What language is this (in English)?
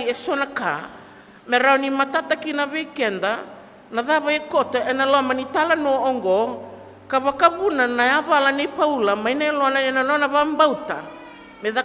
Fijian